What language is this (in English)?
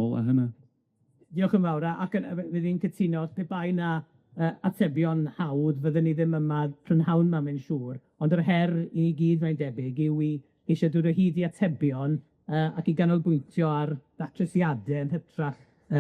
Welsh